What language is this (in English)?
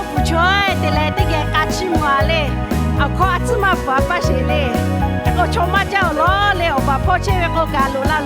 Lahu